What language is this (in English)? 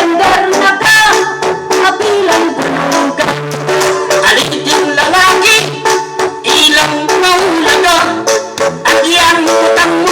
Pampanga